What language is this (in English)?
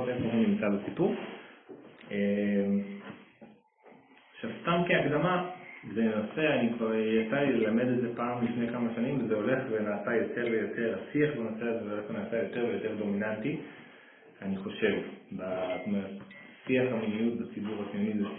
Hebrew